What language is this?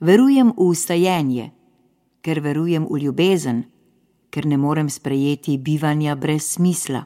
Slovenian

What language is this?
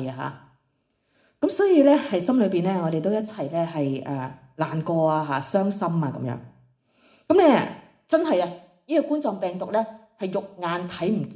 Cantonese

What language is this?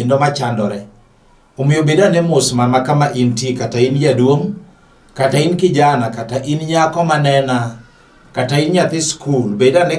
Luo (Kenya and Tanzania)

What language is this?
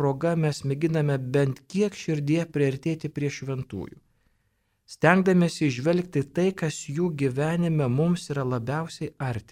Lithuanian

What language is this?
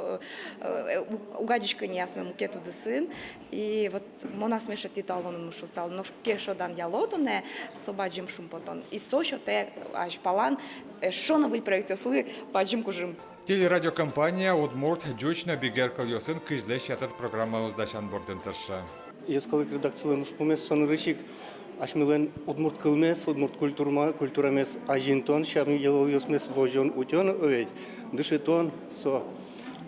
Udmurt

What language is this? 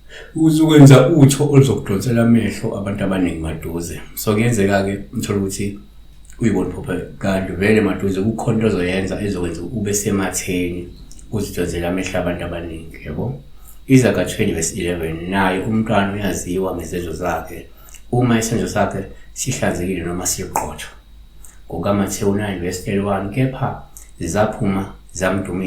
Zulu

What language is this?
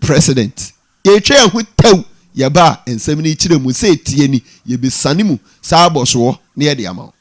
Akan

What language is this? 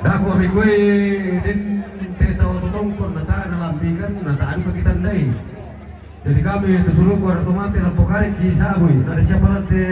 Toraja-Sa'dan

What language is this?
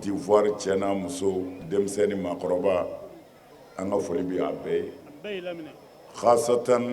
Bambara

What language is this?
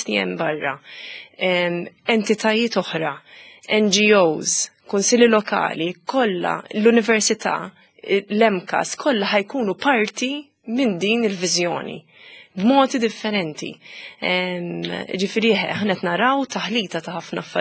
Maltese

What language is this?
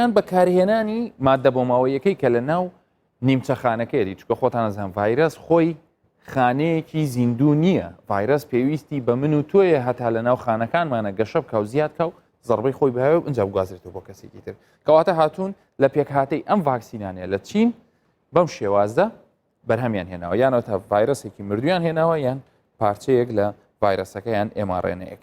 Central Kurdish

